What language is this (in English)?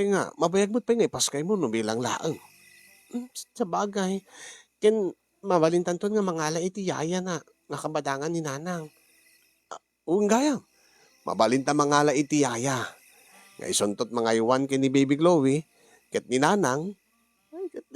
Iloko